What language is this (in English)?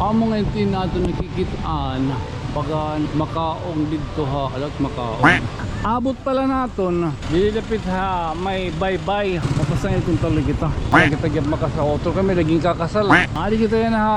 Waray